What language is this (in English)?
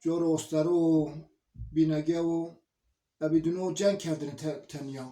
Zaza